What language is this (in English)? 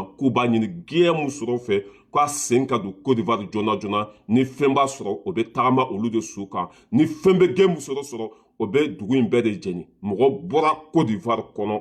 Bambara